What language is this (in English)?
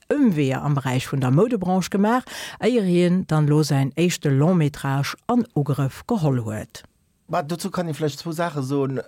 Luxembourgish